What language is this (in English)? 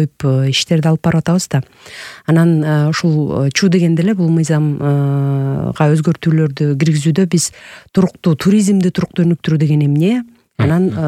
Kyrgyz